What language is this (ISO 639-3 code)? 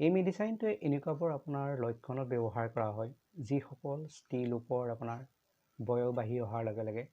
asm